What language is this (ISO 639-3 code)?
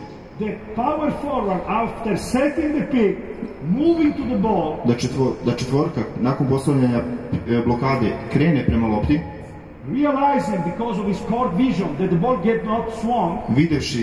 srp